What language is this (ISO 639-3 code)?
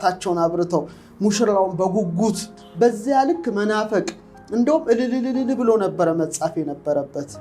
amh